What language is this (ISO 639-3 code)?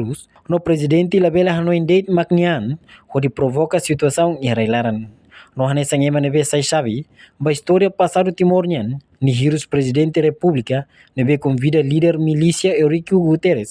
tet